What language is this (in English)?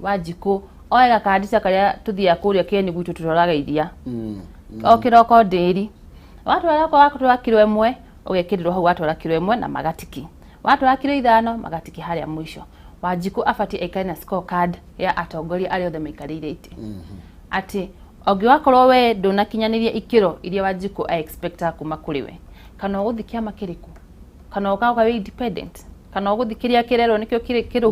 Kikuyu